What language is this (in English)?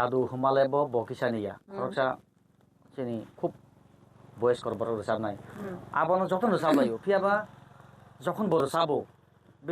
Kok Borok